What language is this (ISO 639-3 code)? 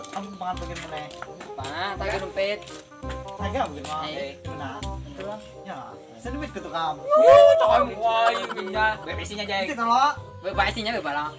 bjn